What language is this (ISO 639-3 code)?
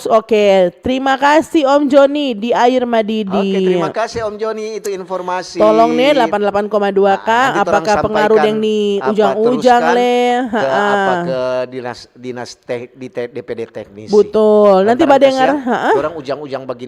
xmm